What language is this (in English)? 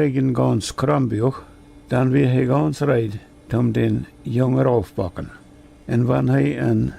Plautdietsch